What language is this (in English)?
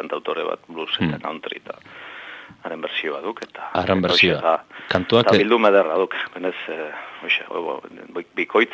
Basque